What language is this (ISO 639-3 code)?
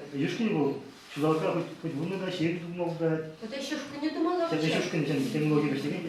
chv